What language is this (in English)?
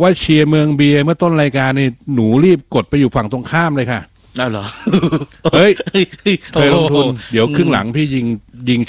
Thai